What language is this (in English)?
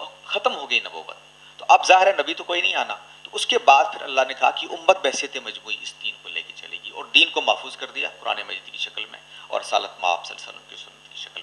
Urdu